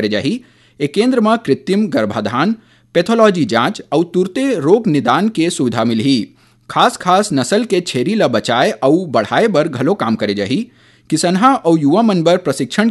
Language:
Chhattisgarhi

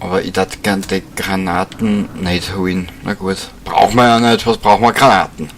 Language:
Bavarian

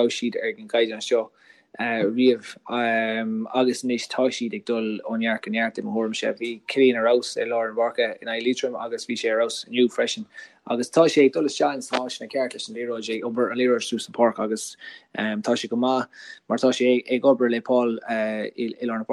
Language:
Irish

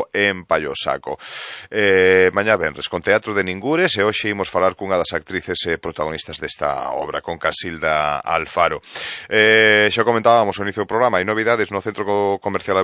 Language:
Galician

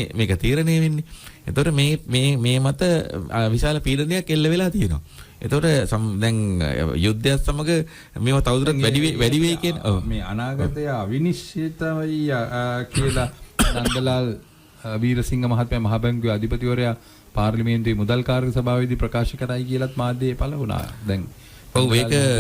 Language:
Sinhala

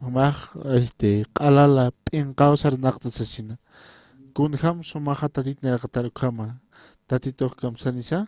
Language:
Aymara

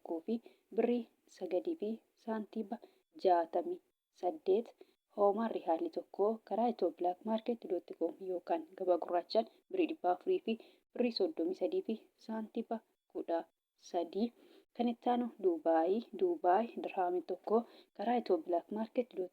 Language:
Oromo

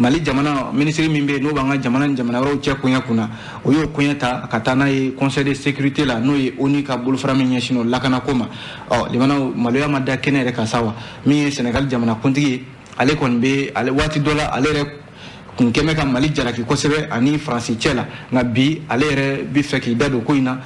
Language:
Bambara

